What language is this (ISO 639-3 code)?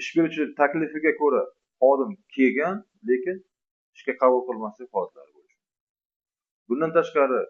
uzb